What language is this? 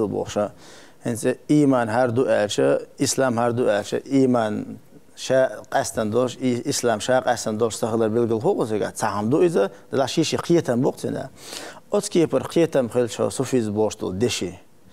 Chechen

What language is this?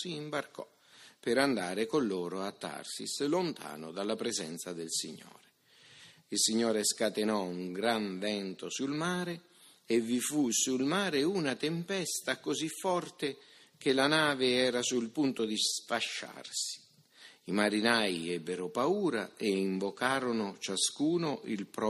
Italian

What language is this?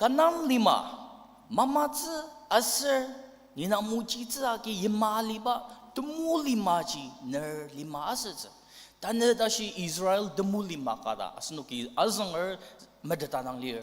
Ao Naga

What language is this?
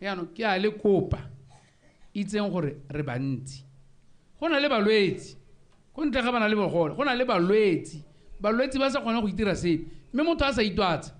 Tswana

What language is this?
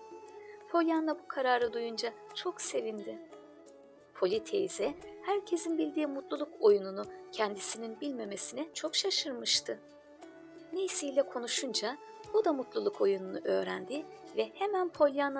Turkish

